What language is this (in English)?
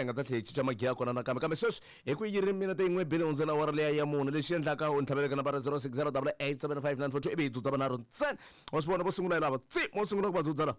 Tsonga